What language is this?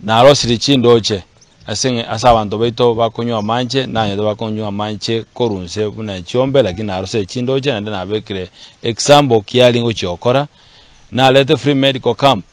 Gusii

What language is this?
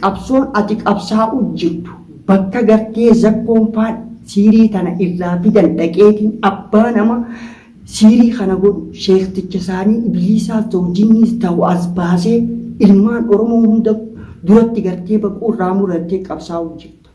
Oromo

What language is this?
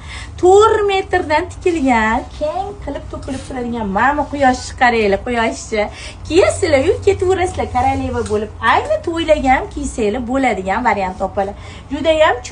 Uzbek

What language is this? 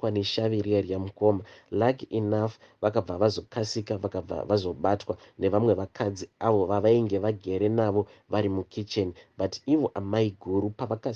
Shona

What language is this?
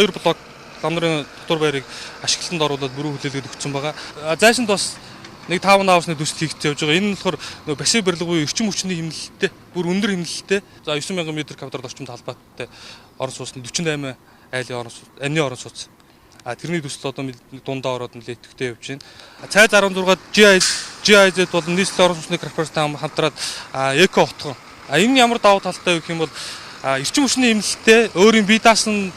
Mongolian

